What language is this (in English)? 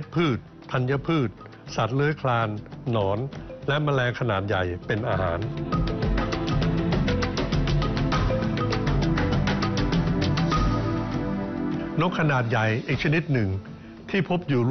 Thai